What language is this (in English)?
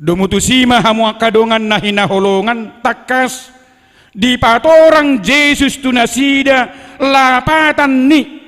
Batak Toba